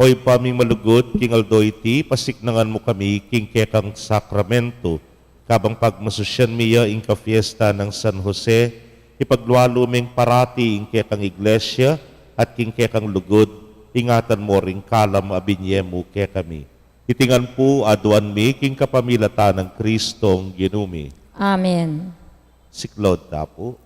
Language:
Pampanga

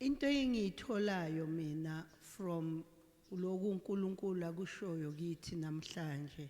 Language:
Zulu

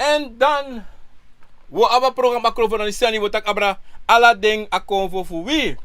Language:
Sranan Tongo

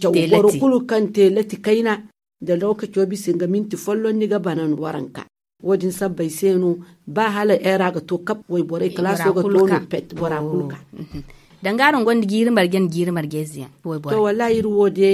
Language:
Zarma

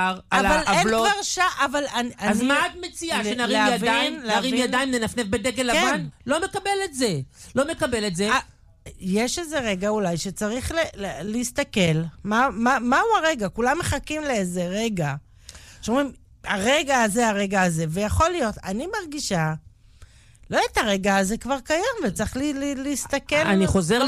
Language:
Hebrew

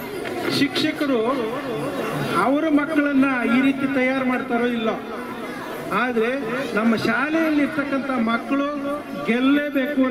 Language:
Kannada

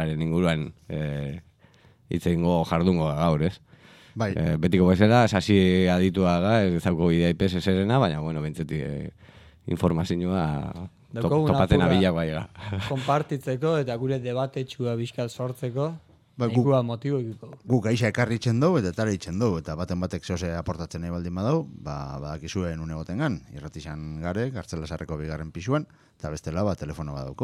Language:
Basque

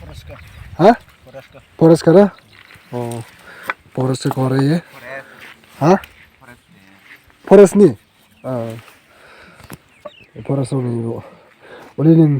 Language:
Dimasa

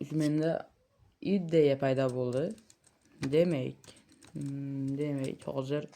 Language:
Uzbek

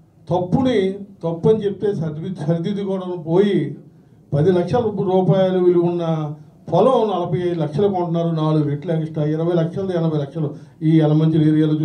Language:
Telugu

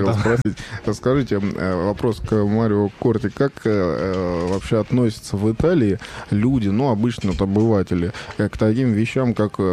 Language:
Russian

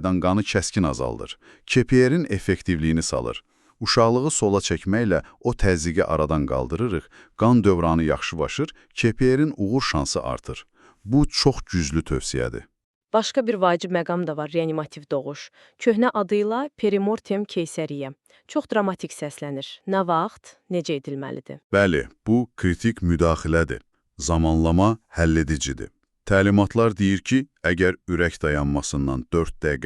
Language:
Azerbaijani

